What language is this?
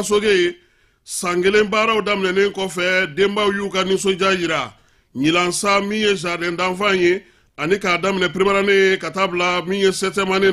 Bambara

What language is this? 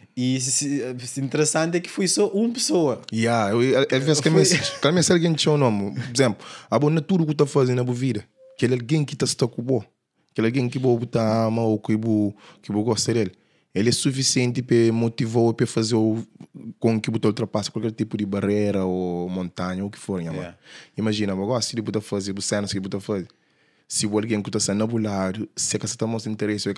Kabuverdianu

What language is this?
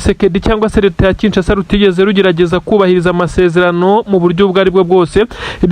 Kinyarwanda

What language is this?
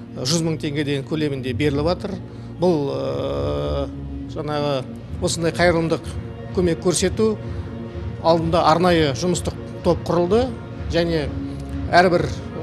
Kazakh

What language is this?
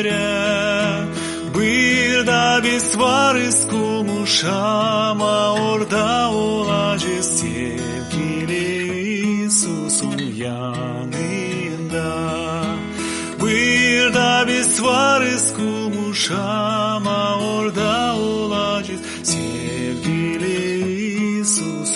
Gagauz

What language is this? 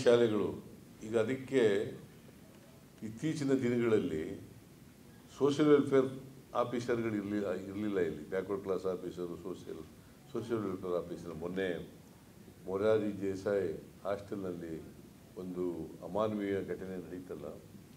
Kannada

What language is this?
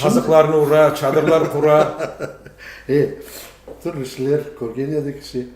Crimean Tatar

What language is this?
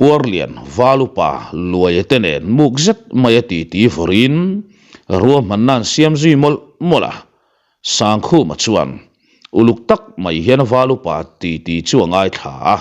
Mizo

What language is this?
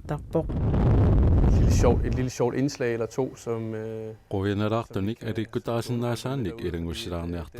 Kalaallisut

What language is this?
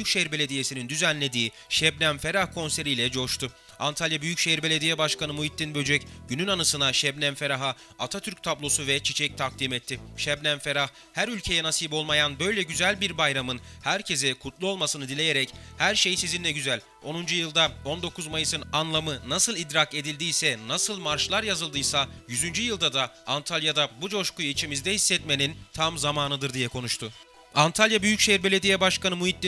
Turkish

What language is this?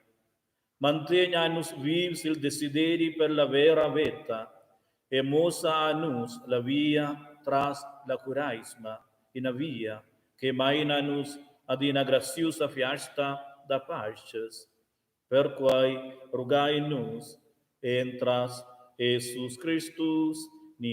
Romansh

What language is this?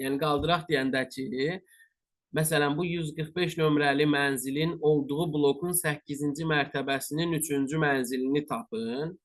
Azerbaijani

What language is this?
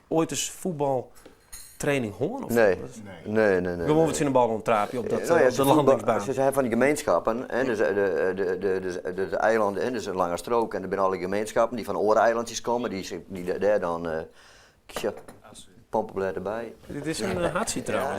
Western Frisian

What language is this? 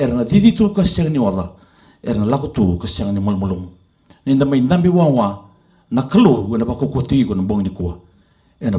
Fijian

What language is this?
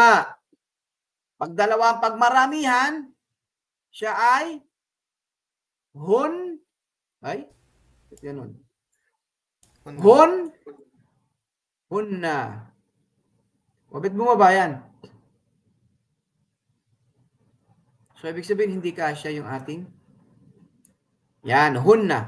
Filipino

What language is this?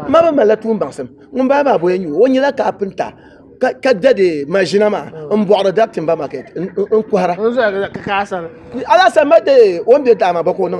Dagbani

